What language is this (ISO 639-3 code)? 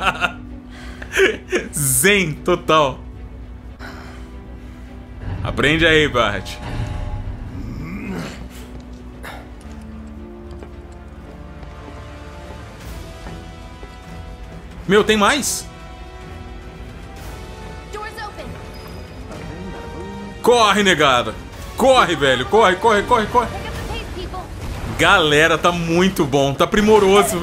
por